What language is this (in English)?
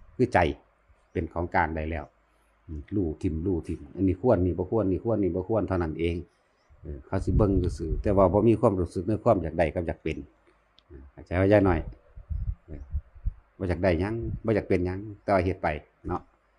Northeastern Thai